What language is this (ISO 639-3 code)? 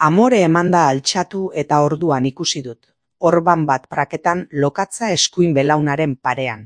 eus